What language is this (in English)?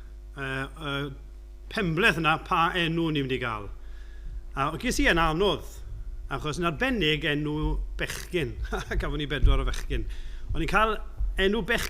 Welsh